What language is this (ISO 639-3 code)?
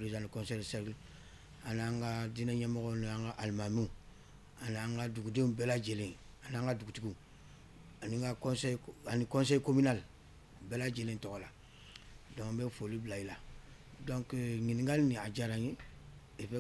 bam